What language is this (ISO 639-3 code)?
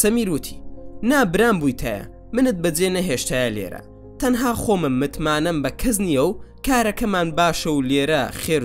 ckb